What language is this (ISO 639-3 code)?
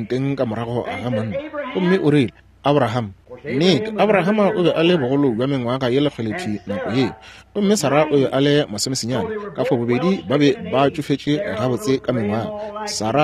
nso